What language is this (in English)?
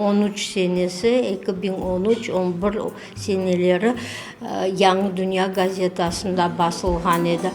Crimean Tatar